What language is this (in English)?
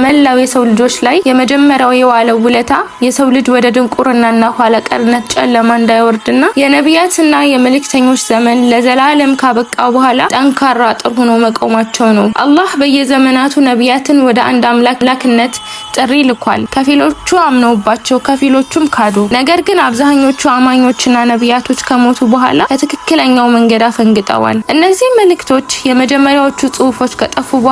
Amharic